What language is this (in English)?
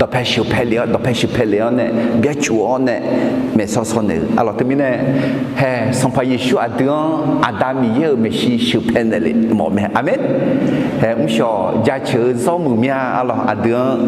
Akha